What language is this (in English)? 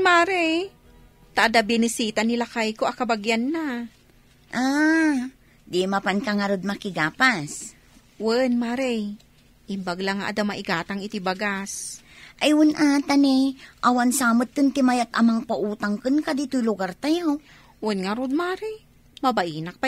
Iloko